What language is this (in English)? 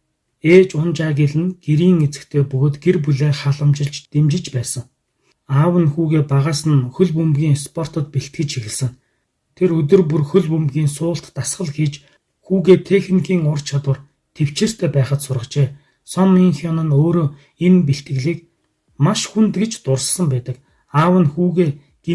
Mongolian